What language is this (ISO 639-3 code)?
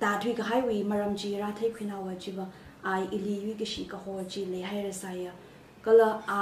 nmf